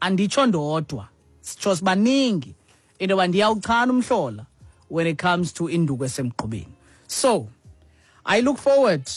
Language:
Xhosa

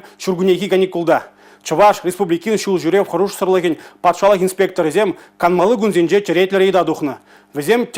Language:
Chuvash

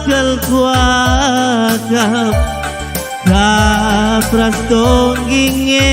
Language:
Batak Karo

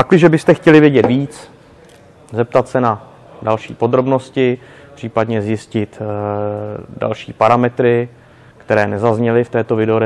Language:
Czech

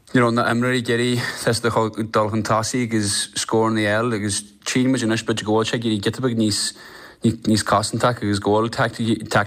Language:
Irish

